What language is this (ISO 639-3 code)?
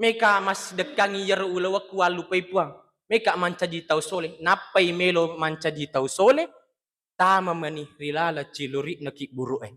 bug